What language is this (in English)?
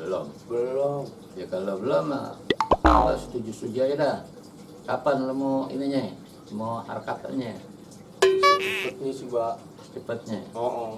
Betawi